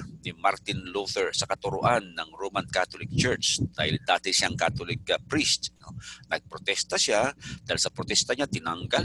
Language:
Filipino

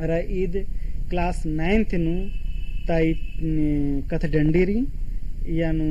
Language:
Kurukh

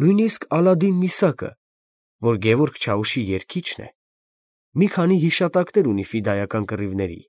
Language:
Armenian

